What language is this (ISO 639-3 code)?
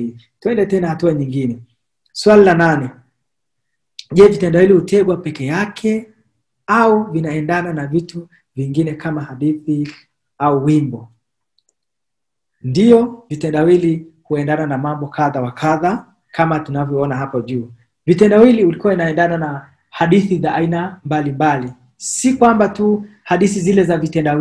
swa